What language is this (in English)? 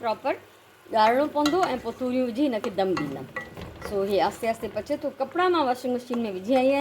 Sindhi